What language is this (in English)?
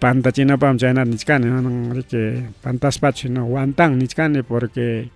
Ayacucho Quechua